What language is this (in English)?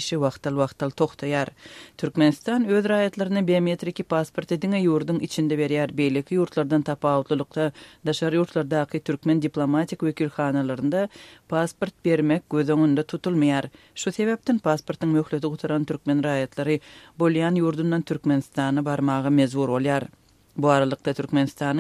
Turkmen